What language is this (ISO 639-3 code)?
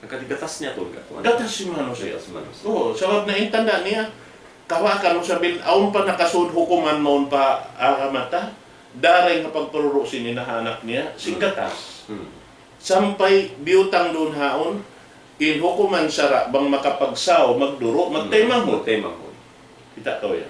tsg